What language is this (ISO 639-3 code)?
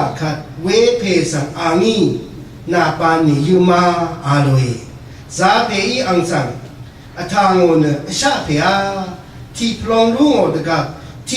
raw